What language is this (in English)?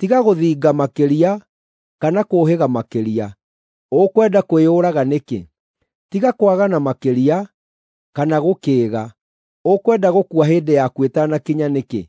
Kikuyu